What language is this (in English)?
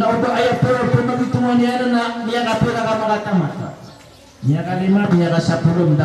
Maranao